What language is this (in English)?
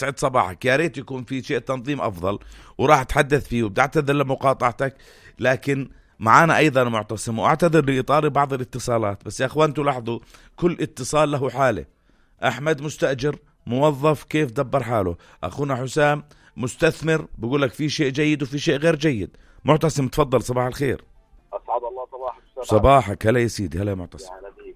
North Levantine Arabic